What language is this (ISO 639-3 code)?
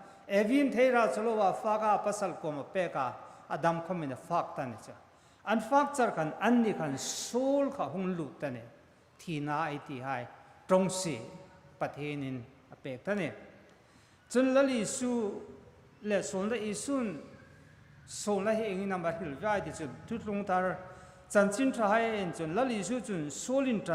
hmr